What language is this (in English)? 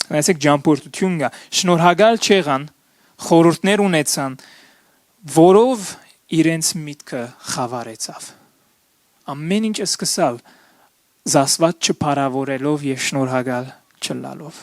Western Armenian